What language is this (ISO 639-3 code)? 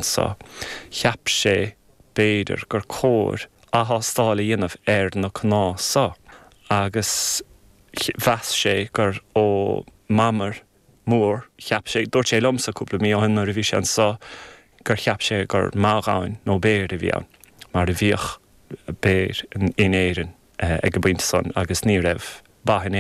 gle